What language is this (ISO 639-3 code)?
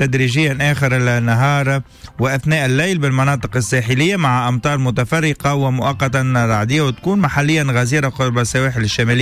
aeb